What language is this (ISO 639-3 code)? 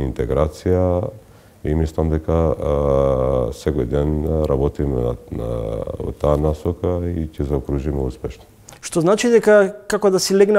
mkd